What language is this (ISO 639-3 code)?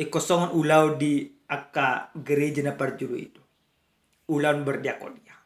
bbc